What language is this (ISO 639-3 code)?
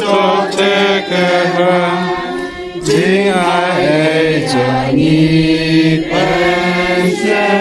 kha